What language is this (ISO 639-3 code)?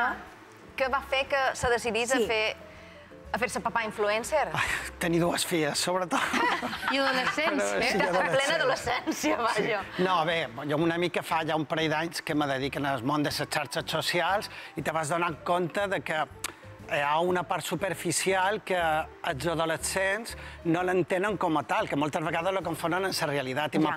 cat